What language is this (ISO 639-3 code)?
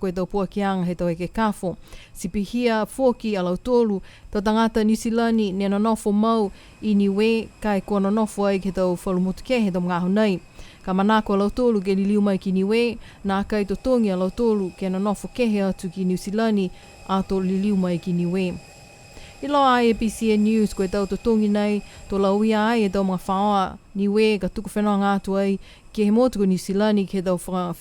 niu